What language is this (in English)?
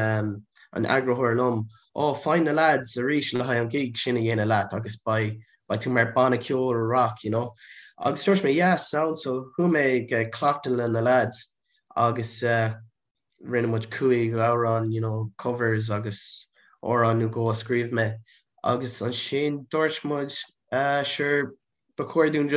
Irish